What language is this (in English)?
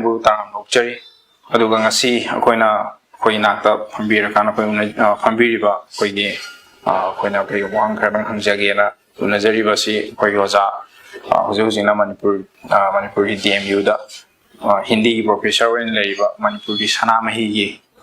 Manipuri